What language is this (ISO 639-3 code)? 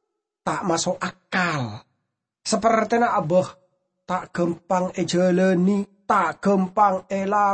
mad